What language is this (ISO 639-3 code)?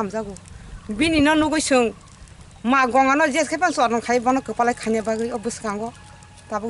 trp